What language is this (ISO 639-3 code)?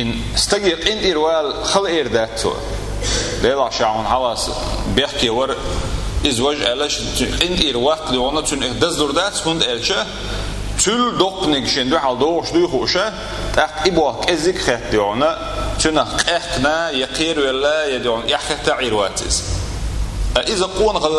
che